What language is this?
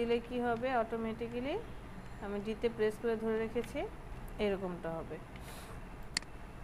Bangla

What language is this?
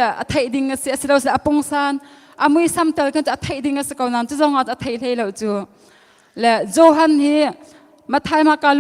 Hakha Chin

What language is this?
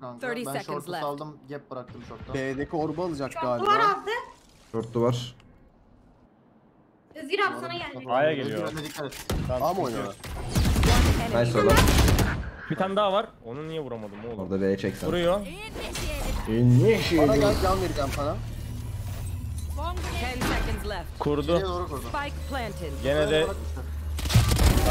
Turkish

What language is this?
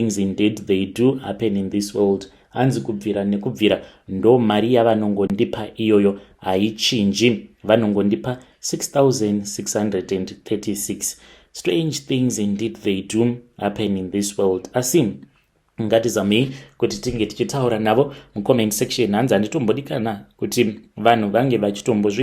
Shona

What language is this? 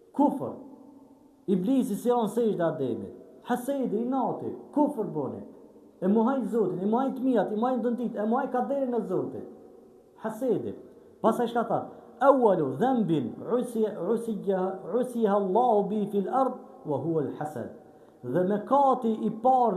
Albanian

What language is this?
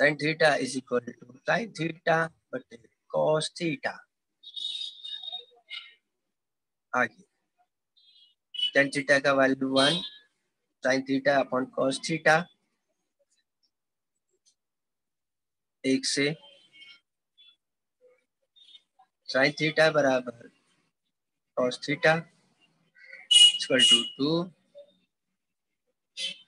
Hindi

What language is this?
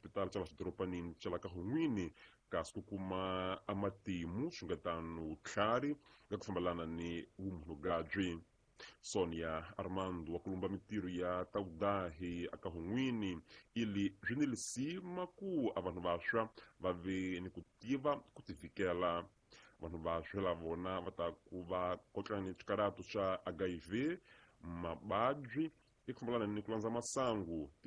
Tsonga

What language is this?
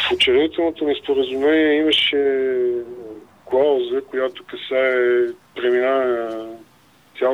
Bulgarian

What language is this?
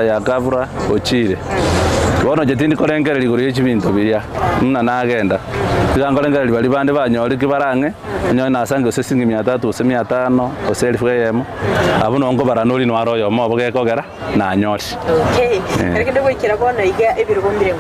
Gusii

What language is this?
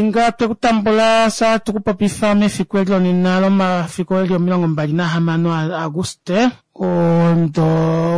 Kuanyama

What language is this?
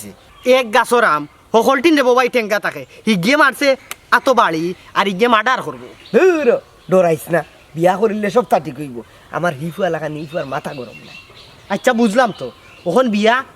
Sylheti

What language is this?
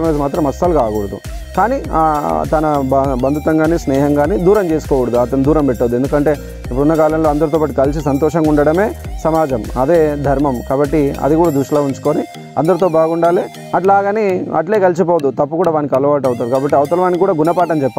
Telugu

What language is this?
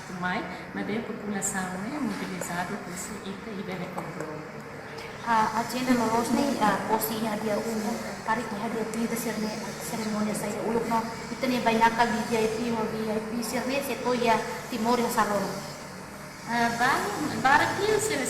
Tetum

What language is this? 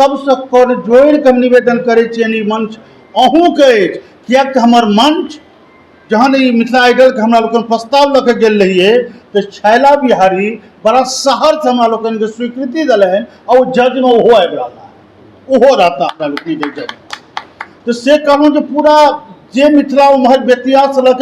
Maithili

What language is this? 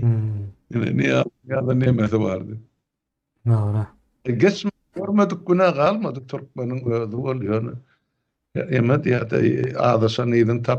Turkmen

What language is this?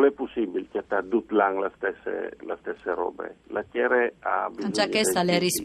Friulian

